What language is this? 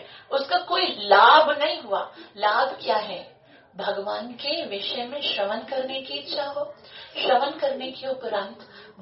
Hindi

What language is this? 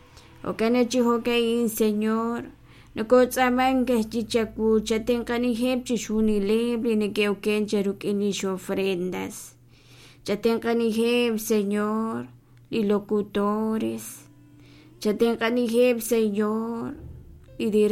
Kekchí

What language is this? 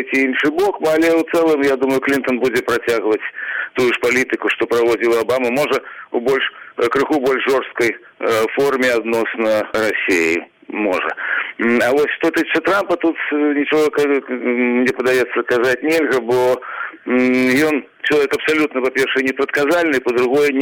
Belarusian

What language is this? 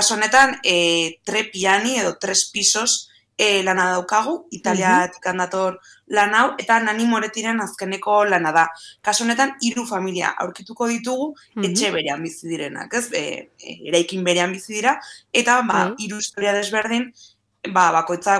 Basque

